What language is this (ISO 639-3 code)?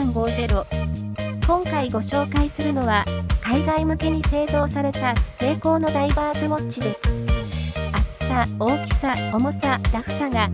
jpn